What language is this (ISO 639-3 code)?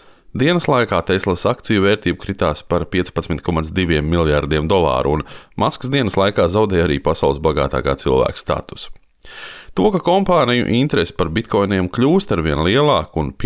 lav